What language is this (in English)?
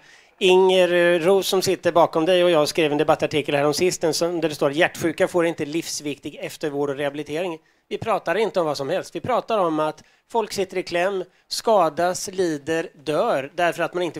Swedish